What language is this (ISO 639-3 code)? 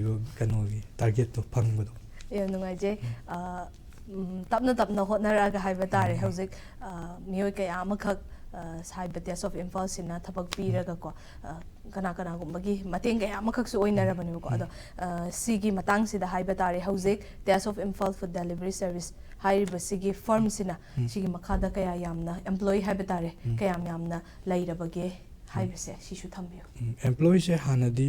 mni